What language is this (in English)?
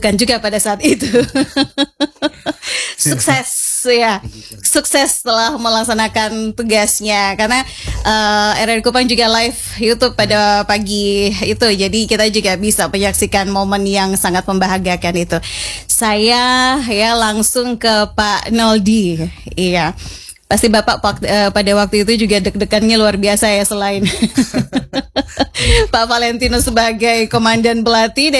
Indonesian